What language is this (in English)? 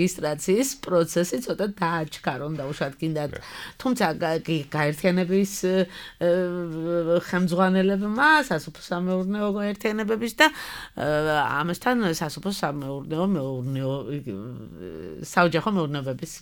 Georgian